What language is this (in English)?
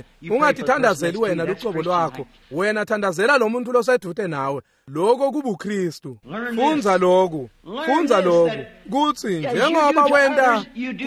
Swati